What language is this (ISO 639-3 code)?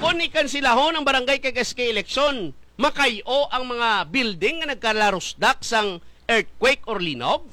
hil